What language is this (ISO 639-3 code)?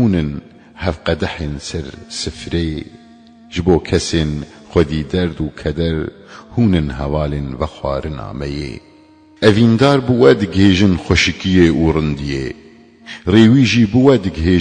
kur